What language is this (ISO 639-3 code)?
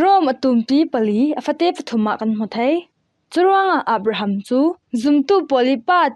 cfm